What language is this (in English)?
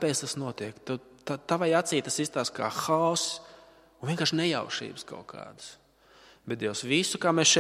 Latvian